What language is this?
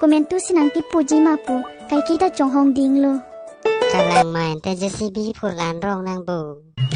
Karbi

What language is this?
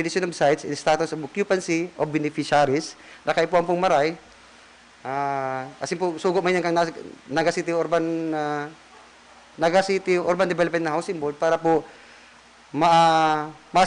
Bikol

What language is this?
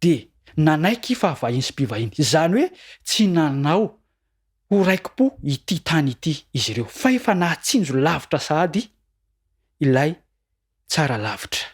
Malagasy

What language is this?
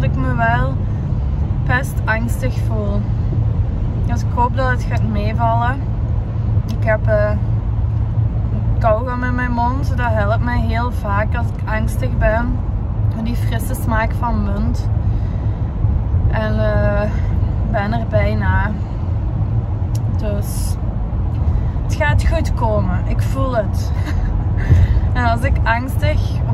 Dutch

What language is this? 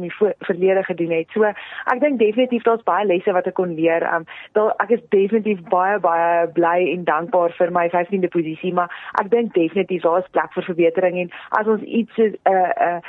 Afrikaans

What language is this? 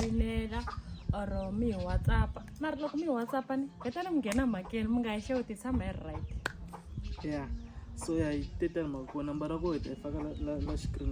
Tsonga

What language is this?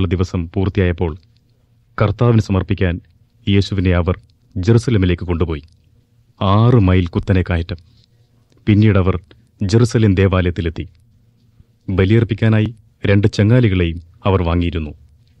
Malayalam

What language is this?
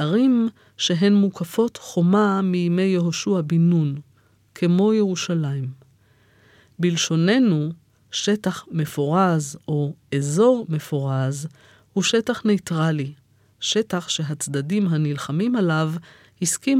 Hebrew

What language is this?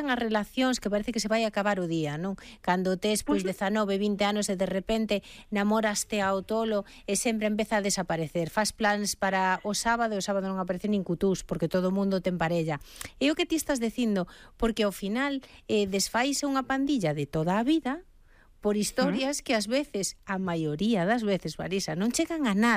Galician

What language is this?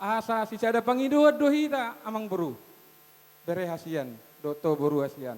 Batak Toba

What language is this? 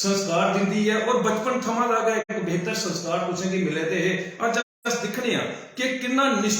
Dogri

